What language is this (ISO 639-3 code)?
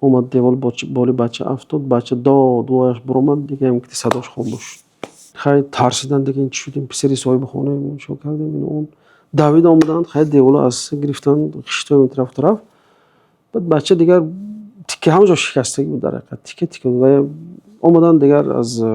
tgk